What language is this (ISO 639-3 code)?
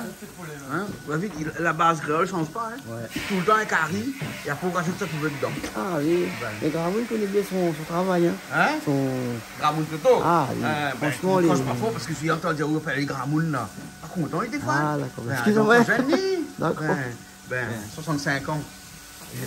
rcf